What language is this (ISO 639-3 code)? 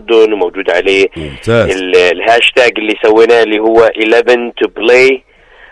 apc